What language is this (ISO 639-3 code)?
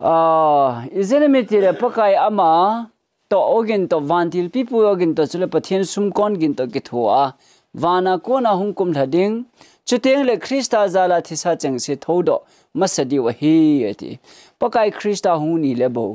tcz